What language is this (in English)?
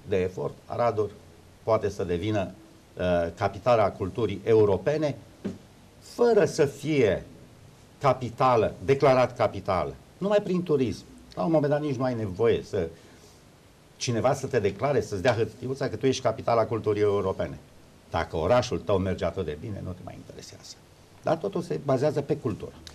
Romanian